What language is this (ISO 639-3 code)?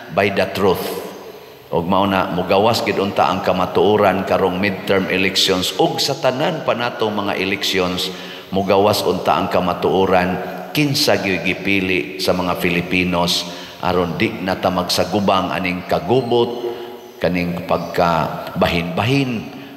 ceb